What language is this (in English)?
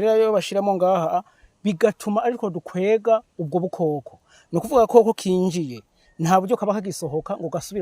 Rundi